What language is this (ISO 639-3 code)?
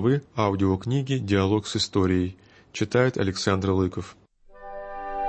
rus